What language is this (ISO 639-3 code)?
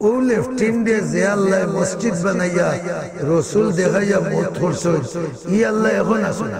syl